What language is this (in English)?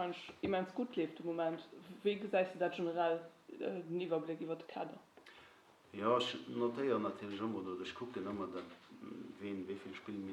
Luxembourgish